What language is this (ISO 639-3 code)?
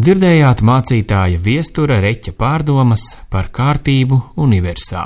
lav